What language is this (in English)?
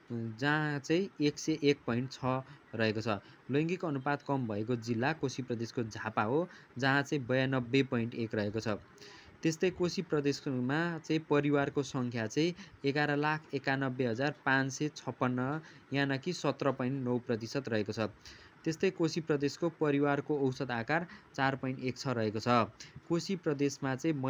Nepali